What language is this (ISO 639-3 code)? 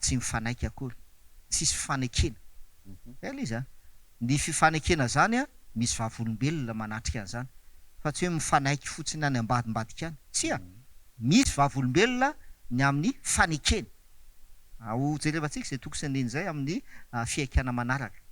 mlg